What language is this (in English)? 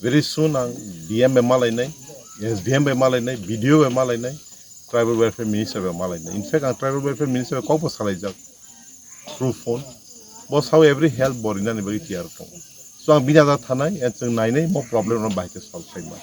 Kok Borok